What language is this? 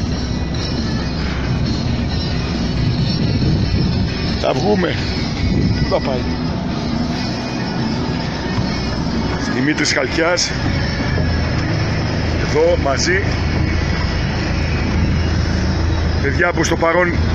Greek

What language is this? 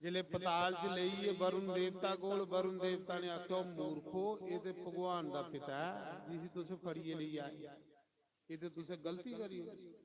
Dogri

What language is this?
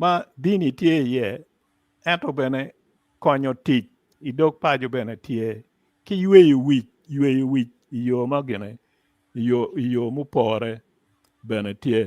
Acoli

